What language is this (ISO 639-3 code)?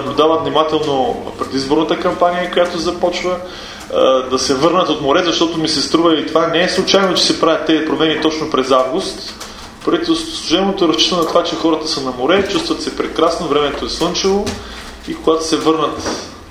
bul